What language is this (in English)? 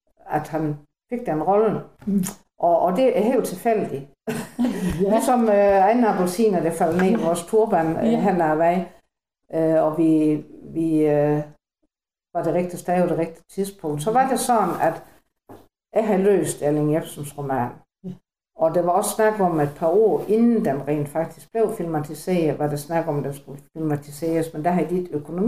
Danish